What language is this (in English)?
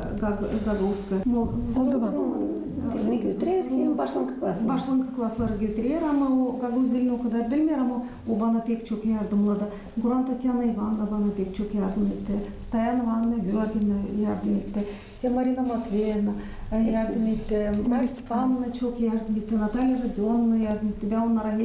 Gagauz